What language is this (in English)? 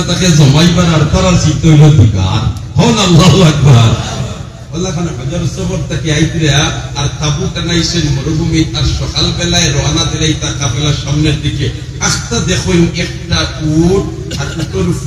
Sylheti